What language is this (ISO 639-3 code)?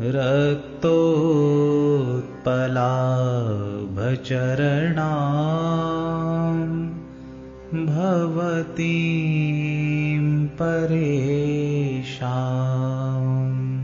san